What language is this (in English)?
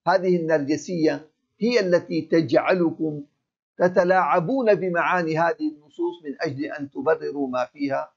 Arabic